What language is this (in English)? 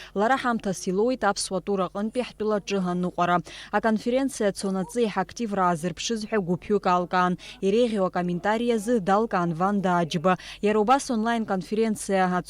Abkhazian